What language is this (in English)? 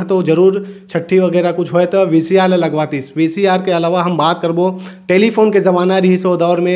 Chhattisgarhi